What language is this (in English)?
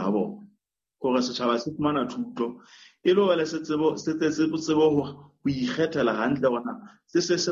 Southern Sotho